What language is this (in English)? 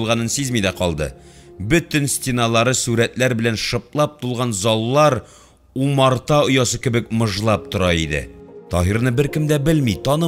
Tatar